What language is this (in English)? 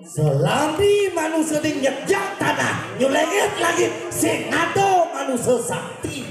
Balinese